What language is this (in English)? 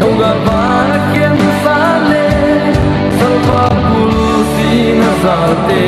Paite Chin